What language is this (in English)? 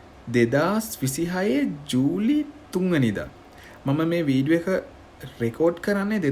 Sinhala